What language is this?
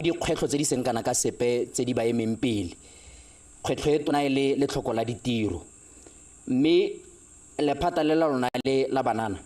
Tswana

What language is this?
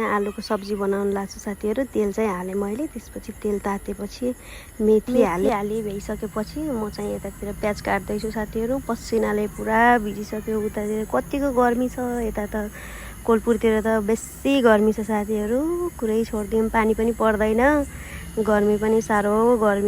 Nepali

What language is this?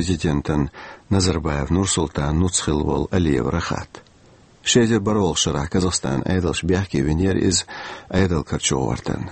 Chechen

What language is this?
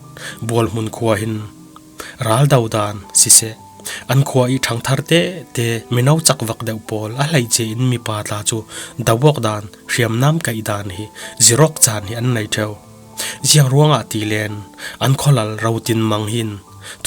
Falam Chin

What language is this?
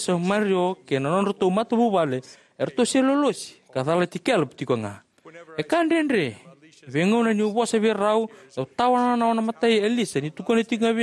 Fijian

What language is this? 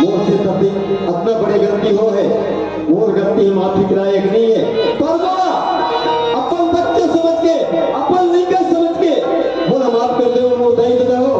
Chhattisgarhi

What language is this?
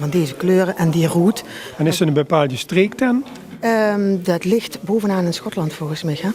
Limburgish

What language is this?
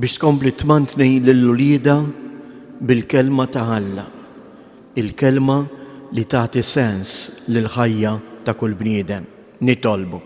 Maltese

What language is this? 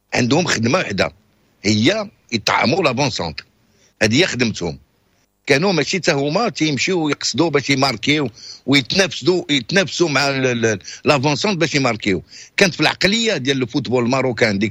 Moroccan Arabic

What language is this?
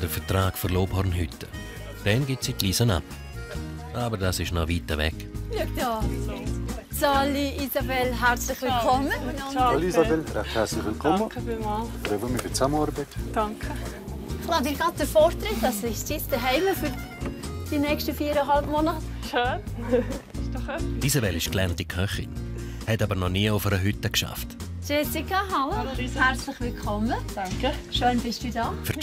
Swiss German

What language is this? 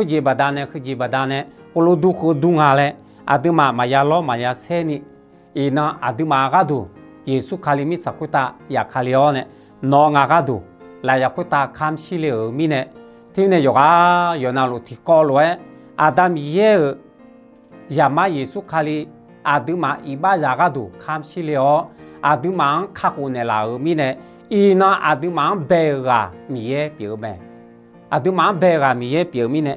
Akha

